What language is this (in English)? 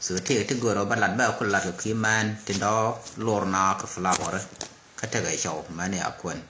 Nuer